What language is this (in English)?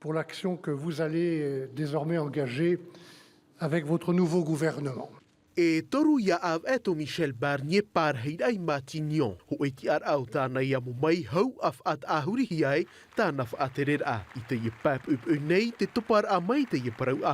Tahitian